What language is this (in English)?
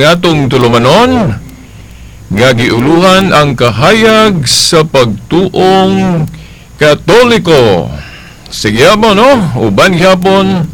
Cebuano